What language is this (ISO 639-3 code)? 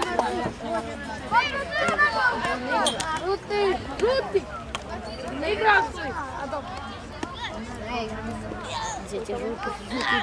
hrv